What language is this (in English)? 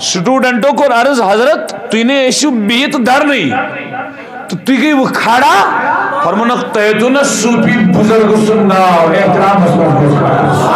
Kashmiri